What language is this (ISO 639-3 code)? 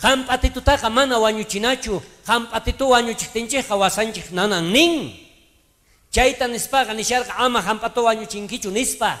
quh